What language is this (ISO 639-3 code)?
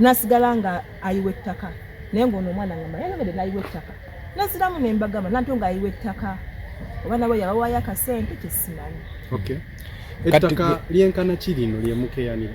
lug